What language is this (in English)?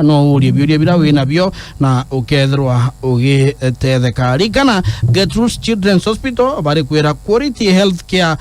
Meru